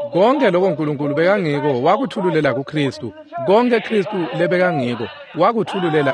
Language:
Swati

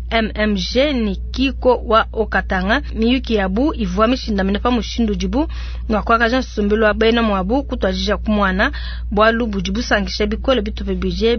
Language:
Luba-Lulua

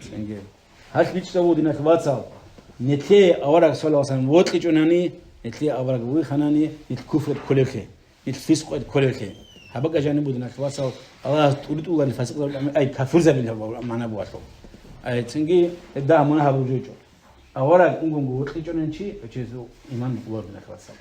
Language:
Avaric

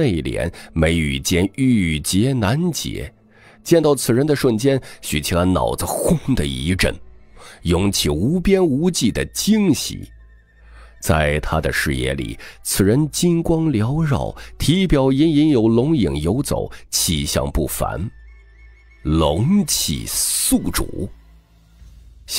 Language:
Chinese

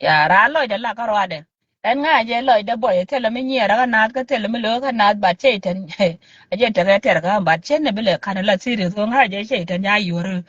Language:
Nuer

